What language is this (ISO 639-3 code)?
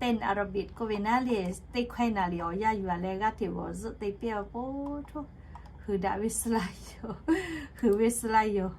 lhu